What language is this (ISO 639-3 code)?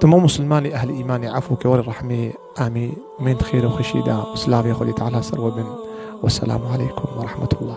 kur